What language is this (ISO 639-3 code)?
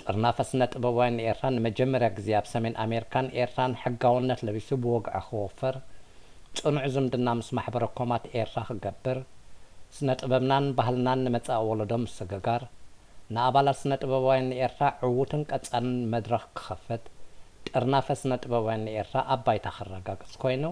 tir